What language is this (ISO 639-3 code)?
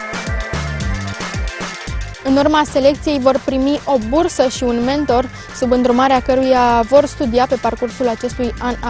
ron